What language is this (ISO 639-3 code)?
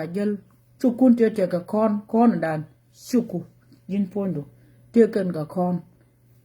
nus